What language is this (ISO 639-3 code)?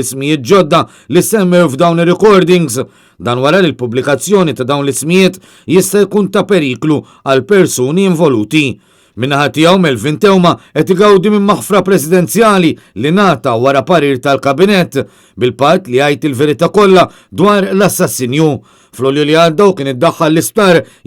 mlt